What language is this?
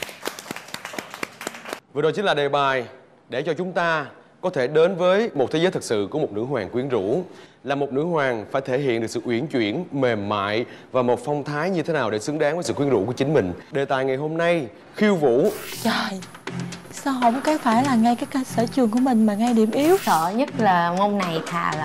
Vietnamese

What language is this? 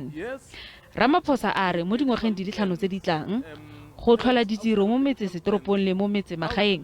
Tswana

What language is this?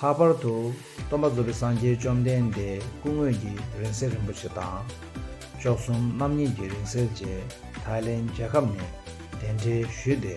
Tibetan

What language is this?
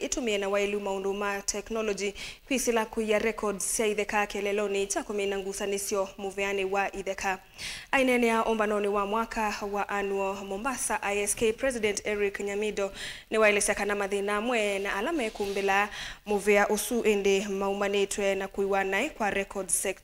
Kamba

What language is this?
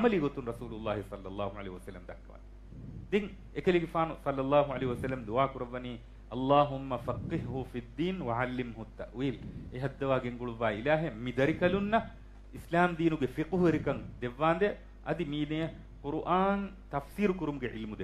Divehi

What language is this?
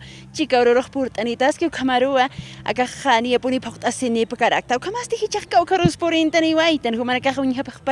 Aymara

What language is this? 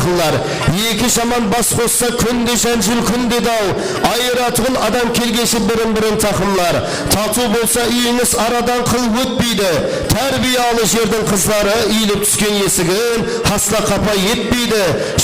Kara-Kalpak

